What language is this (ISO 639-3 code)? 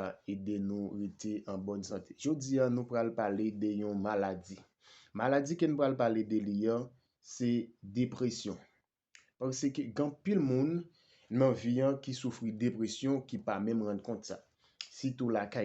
hat